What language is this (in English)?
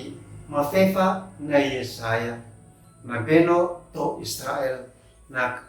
Uab Meto